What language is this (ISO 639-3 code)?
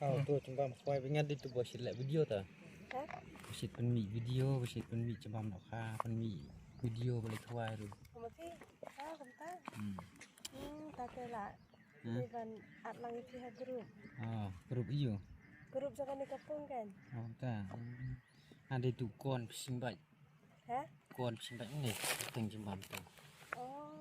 kha